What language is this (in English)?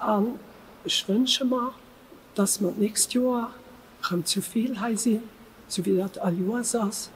Luxembourgish